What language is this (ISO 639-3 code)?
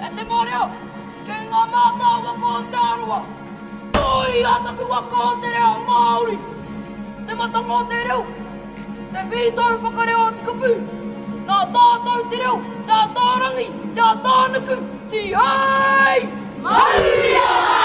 mri